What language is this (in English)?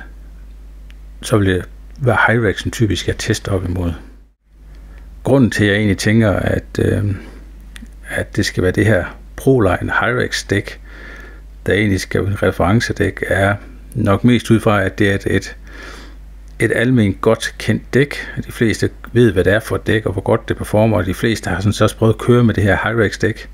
Danish